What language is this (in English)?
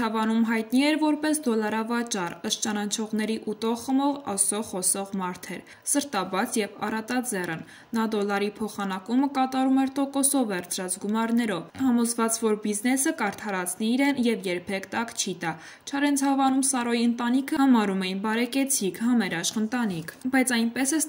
Armenian